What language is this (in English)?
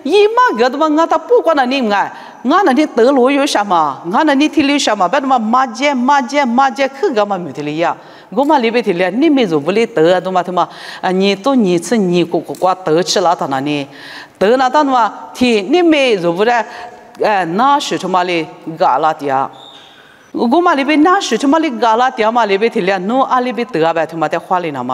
Lisu